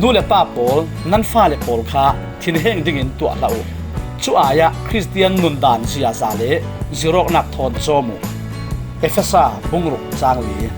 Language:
Falam Chin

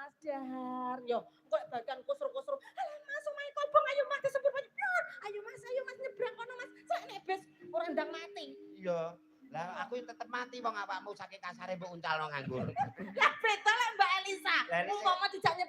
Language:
Javanese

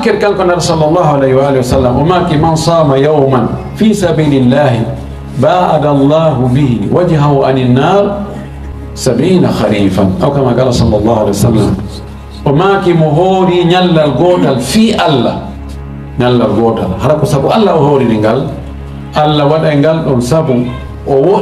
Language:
Fula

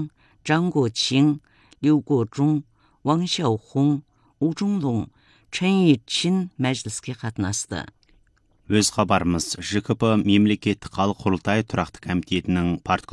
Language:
Kazakh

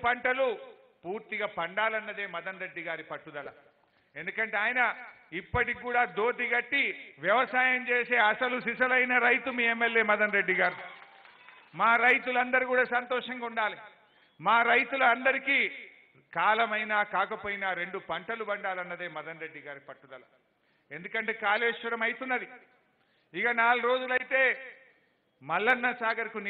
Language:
Telugu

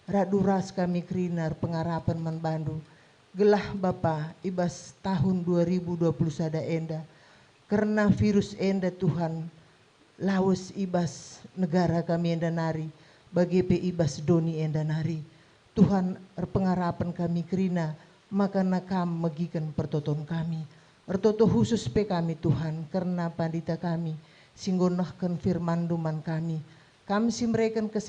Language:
Batak Karo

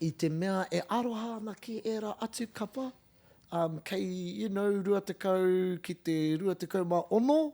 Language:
Māori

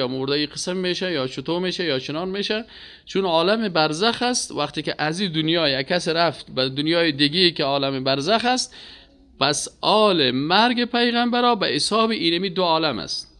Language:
Persian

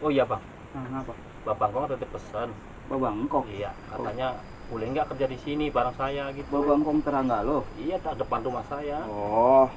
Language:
Betawi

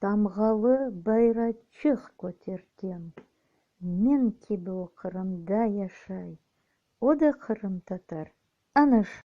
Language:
Crimean Tatar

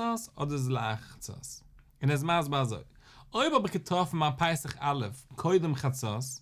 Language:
Yiddish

